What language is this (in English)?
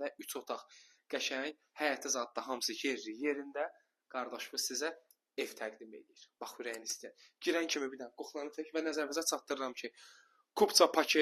Azerbaijani